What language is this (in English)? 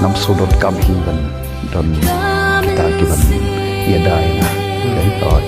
Khasi